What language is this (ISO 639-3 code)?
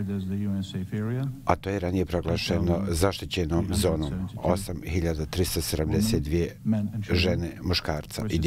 hrv